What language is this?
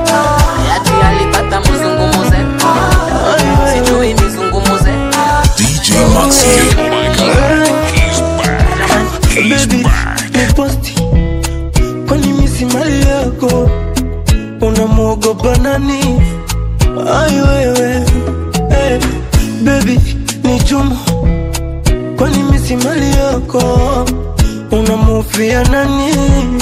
Swahili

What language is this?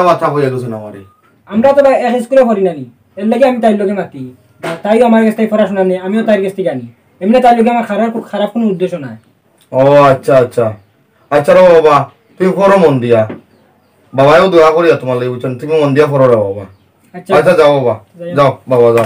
Sylheti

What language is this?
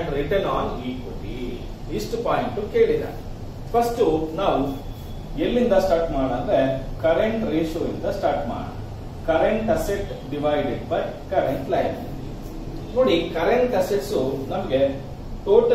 Kannada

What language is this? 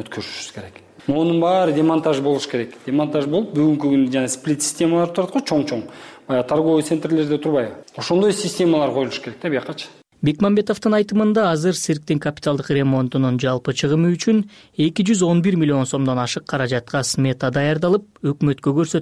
Kyrgyz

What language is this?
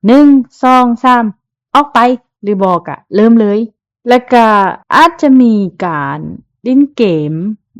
Lao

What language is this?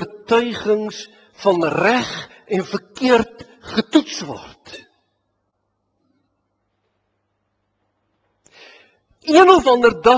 Afrikaans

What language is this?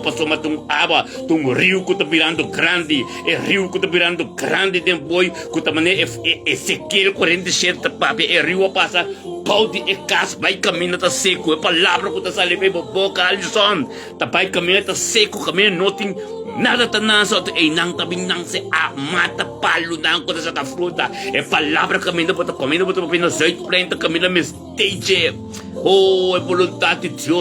Papiamento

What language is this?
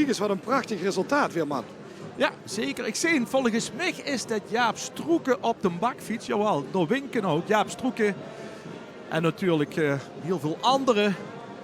Limburgish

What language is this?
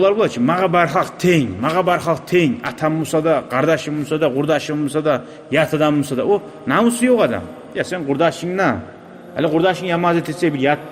Kumyk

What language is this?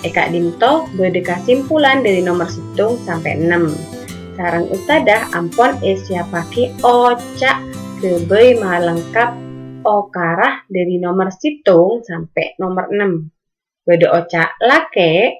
Madurese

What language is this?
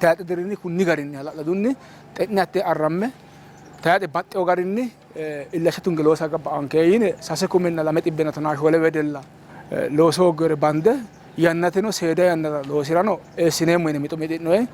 Sidamo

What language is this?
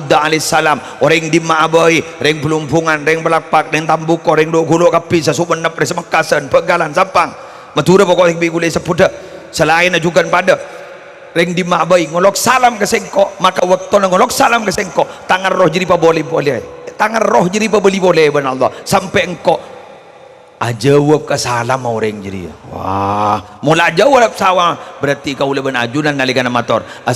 Madurese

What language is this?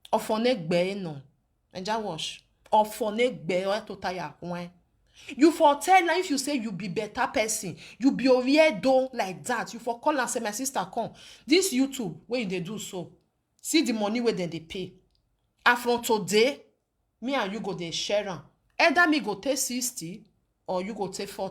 Nigerian Pidgin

